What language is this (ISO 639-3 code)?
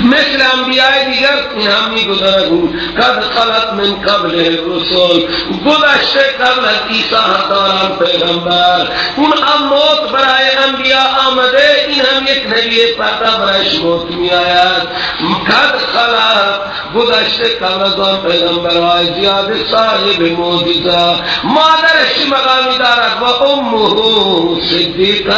fas